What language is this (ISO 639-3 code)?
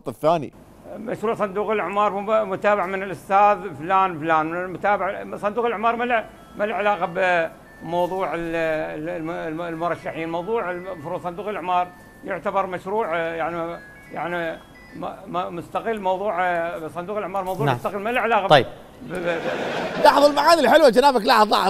acm